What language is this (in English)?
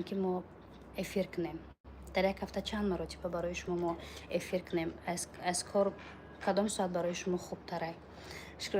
Tajik